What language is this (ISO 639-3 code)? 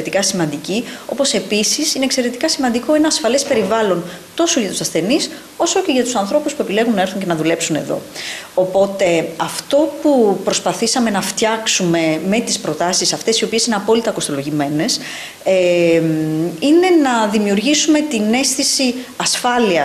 ell